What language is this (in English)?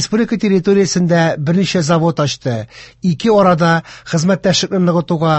Tatar